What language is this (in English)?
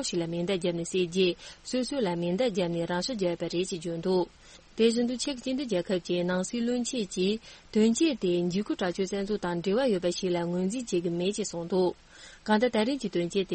Tibetan